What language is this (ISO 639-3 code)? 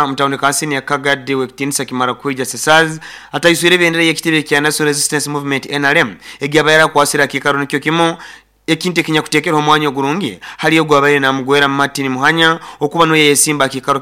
nyo